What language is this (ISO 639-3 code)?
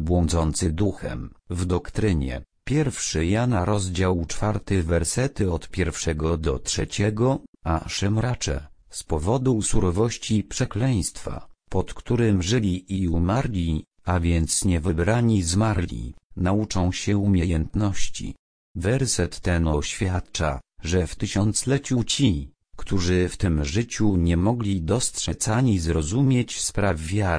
pol